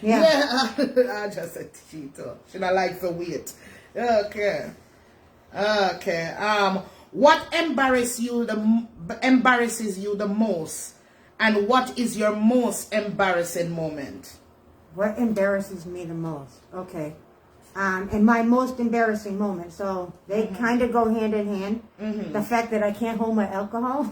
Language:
Jamaican Creole English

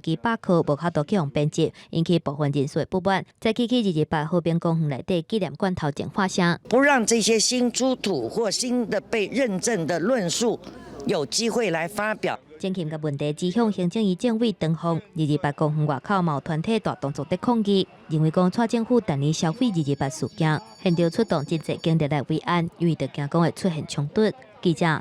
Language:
Min Nan Chinese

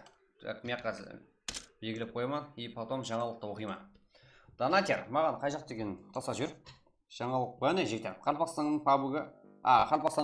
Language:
Kara-Kalpak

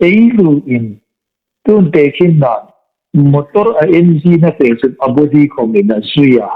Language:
Hmar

